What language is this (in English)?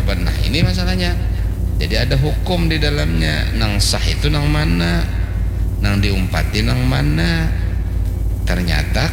Banjar